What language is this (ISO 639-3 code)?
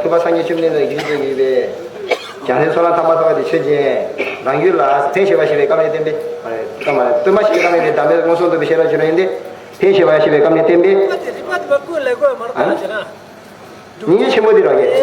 bod